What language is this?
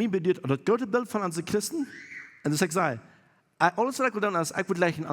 Plautdietsch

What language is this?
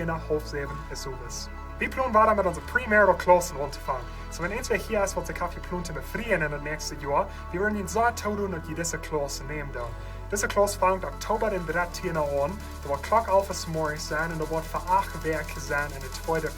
Plautdietsch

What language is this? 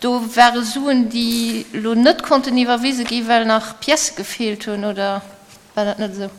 Luxembourgish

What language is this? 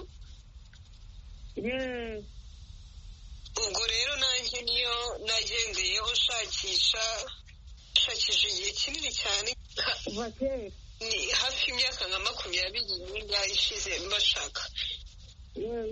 Kinyarwanda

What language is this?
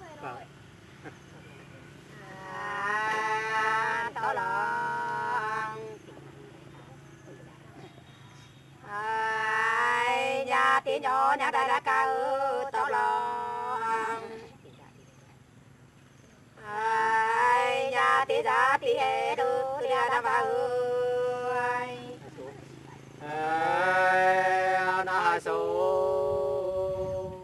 Vietnamese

